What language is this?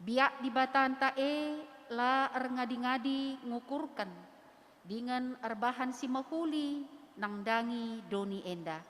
Batak Karo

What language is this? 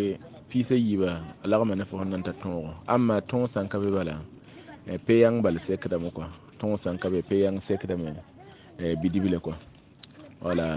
Mossi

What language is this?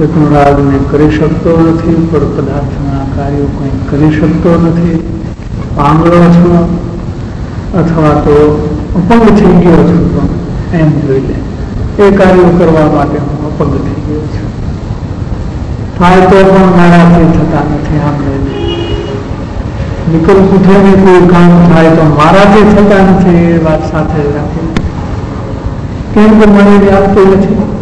Gujarati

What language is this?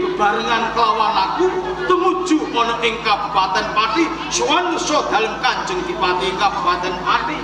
Javanese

